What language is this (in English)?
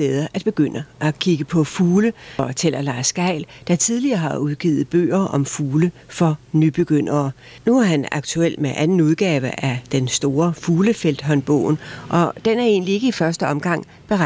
Danish